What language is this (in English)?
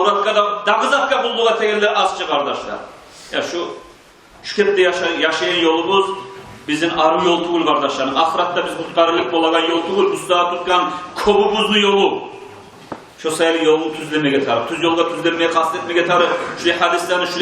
Kumyk